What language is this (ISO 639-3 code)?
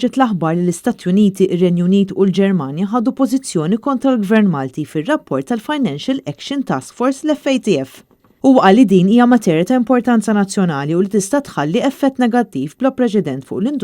mlt